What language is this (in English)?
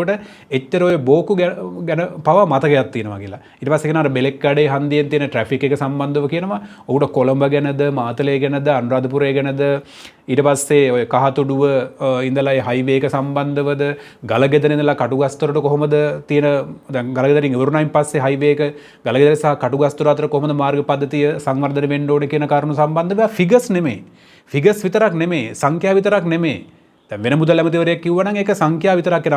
Sinhala